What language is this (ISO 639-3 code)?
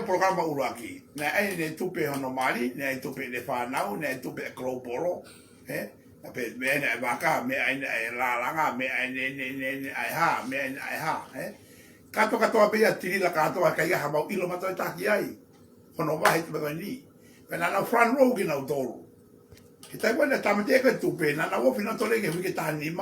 ton